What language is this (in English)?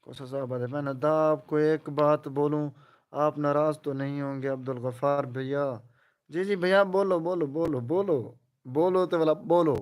Saraiki